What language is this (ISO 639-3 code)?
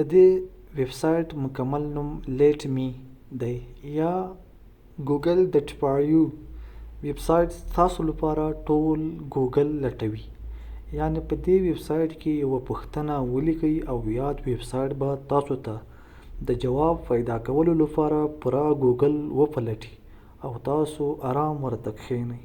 pus